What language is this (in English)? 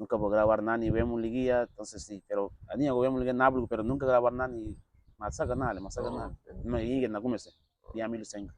Garifuna